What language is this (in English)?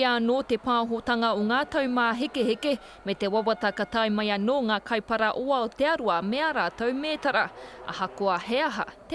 Māori